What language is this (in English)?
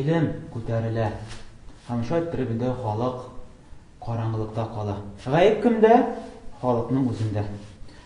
Tatar